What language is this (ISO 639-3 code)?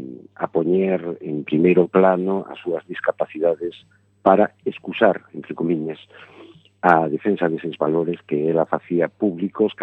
glg